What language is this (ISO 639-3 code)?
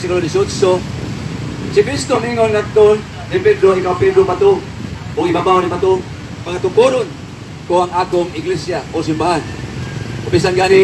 ceb